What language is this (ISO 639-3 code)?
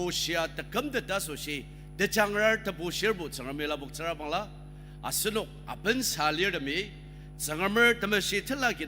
njo